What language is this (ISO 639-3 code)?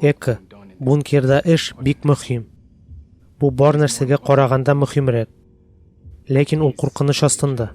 tat